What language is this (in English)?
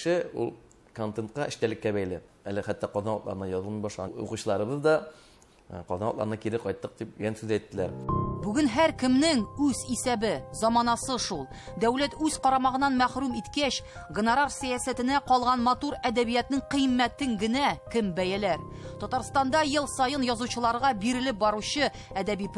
Tatar